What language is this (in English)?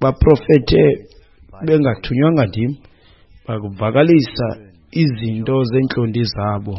Xhosa